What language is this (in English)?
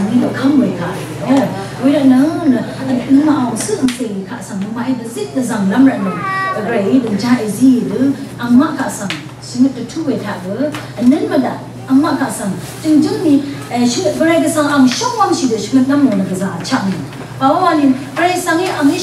Rawang